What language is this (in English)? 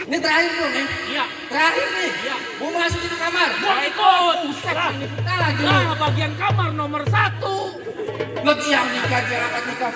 Betawi